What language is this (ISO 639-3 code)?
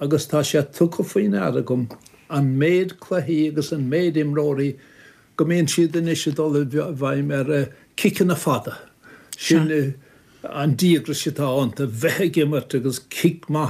gle